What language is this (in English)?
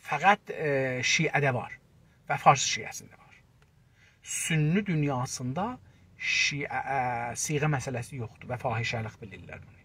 South Azerbaijani